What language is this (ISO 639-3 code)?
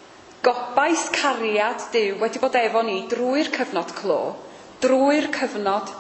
cym